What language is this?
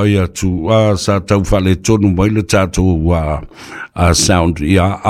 Samoan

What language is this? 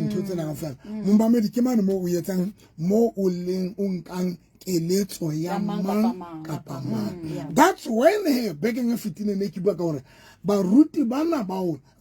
Southern Sotho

